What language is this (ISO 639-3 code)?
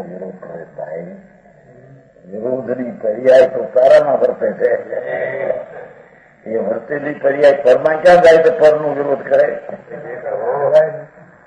guj